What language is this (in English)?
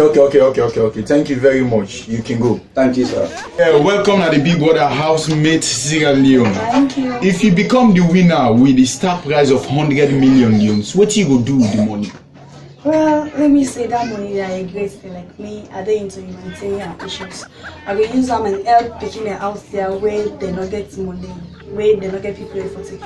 Krio